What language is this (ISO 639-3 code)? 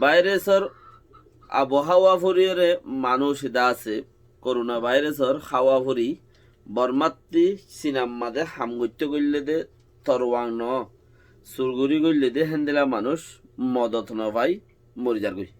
rhg